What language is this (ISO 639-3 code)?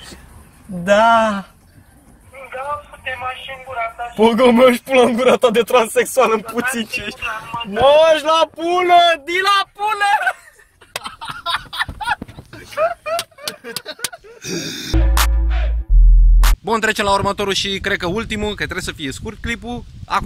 ron